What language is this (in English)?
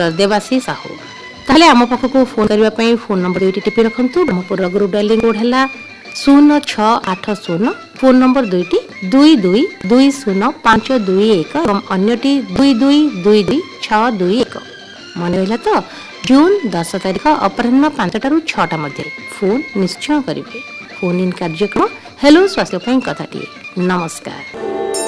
Odia